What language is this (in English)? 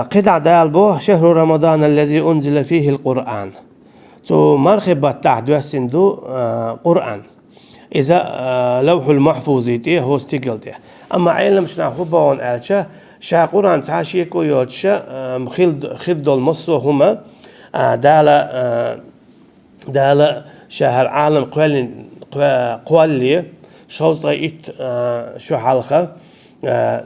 Chechen